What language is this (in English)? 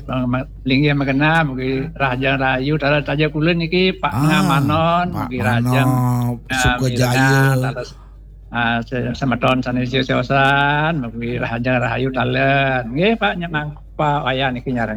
Balinese